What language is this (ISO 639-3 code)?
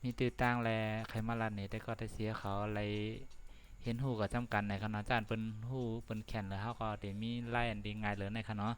shn